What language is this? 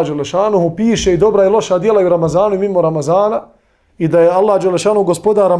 Bosnian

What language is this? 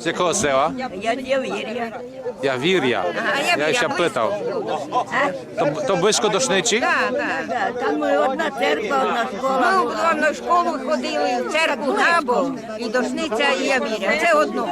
Rusyn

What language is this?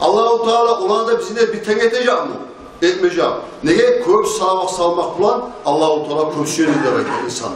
Kumyk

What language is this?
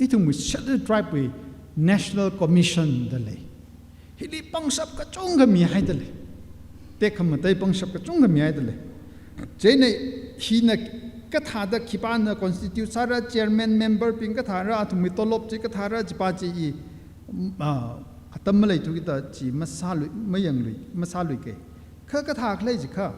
Tangkhul Naga (India)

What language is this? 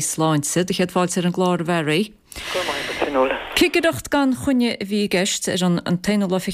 Irish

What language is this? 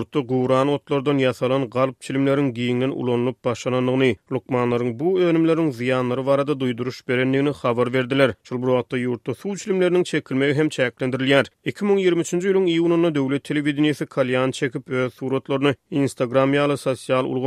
Turkmen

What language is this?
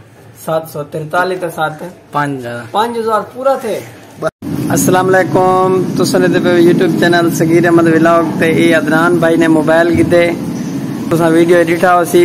Saraiki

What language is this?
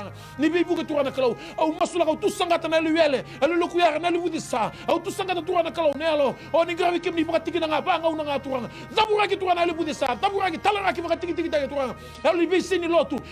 Fijian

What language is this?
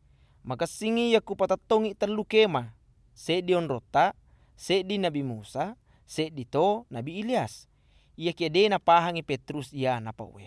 Buginese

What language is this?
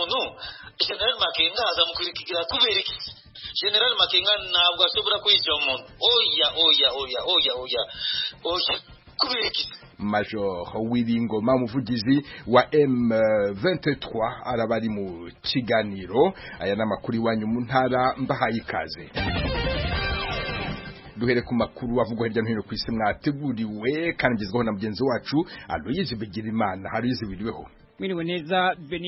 Kinyarwanda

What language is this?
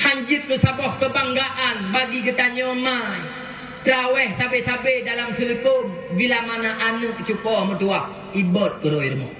Achinese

